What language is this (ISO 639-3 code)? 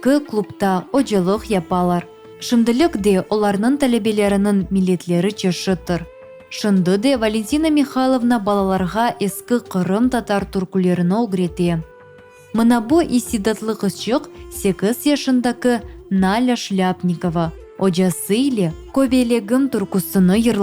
crh